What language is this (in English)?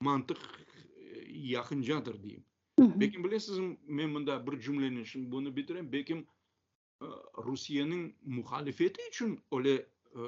Crimean Tatar